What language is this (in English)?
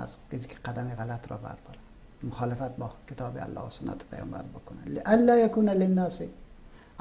Persian